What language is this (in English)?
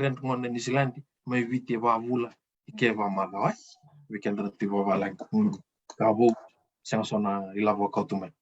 Fijian